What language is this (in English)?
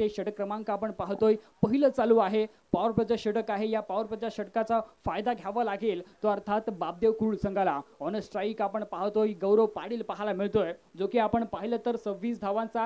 Marathi